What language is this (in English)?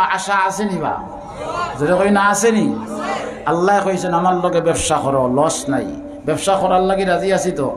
Sylheti